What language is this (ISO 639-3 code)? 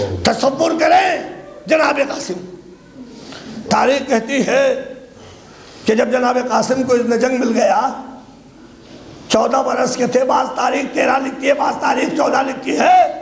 urd